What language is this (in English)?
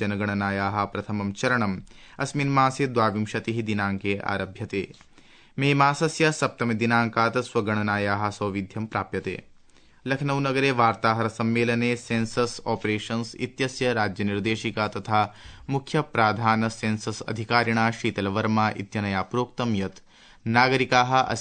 Sanskrit